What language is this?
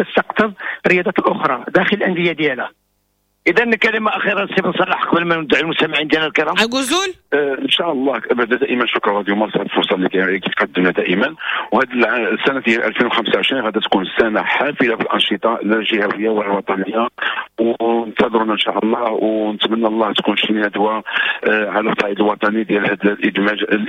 Moroccan Arabic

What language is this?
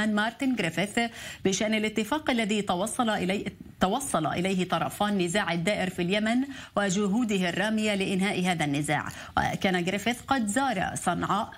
Arabic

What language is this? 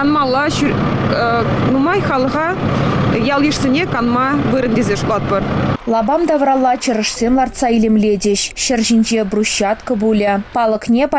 Chuvash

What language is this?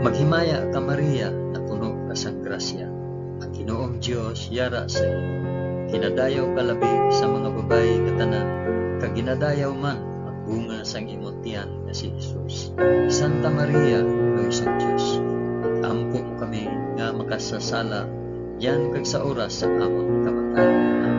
Hiligaynon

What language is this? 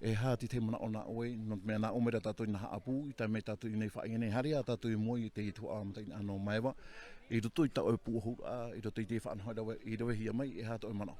Tahitian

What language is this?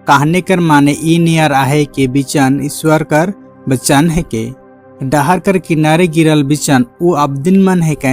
Sadri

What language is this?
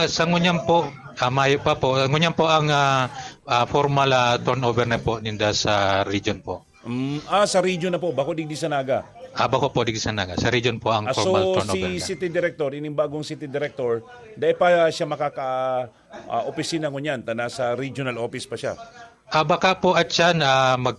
Bikol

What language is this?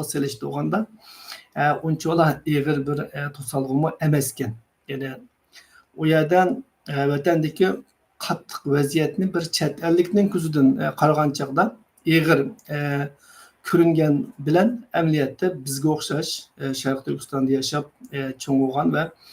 Uyghur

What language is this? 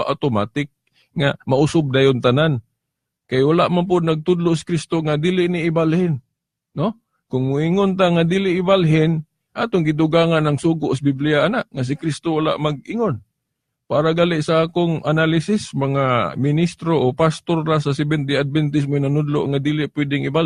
Cebuano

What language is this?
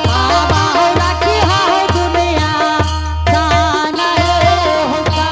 Angika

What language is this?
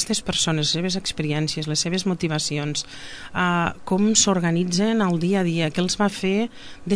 Catalan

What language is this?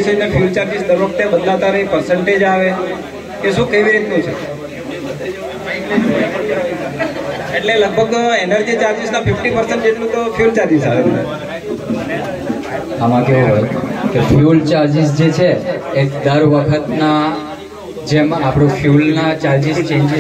Gujarati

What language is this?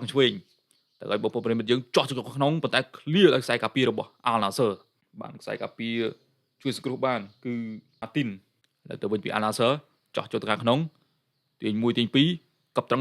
Khmer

